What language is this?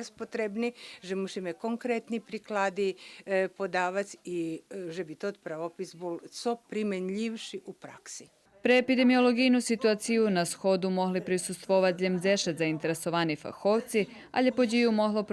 Rusyn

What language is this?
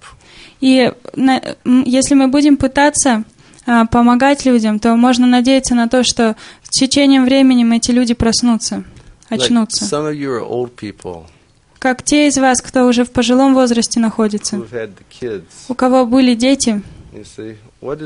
Russian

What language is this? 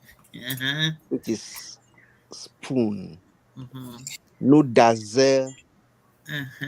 Ewe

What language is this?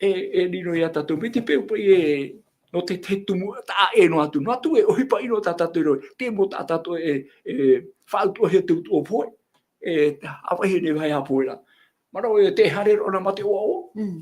Tahitian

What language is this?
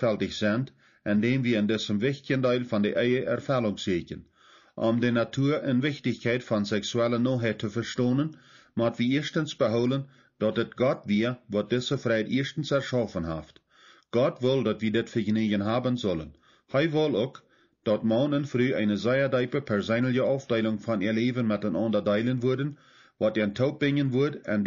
Plautdietsch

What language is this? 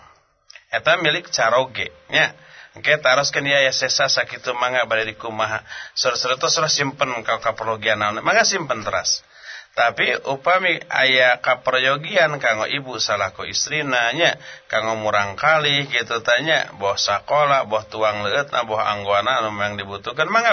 Sundanese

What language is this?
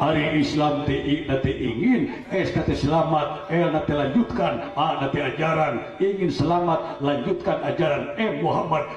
Sundanese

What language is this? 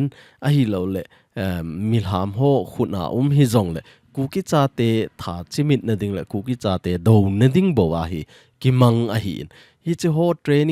Thado Chin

